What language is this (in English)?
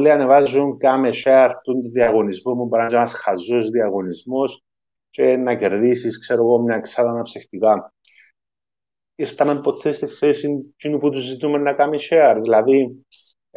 Greek